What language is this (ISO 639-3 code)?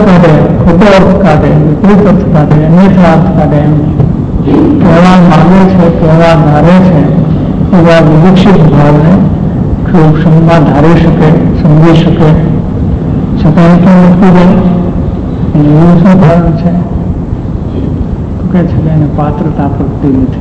guj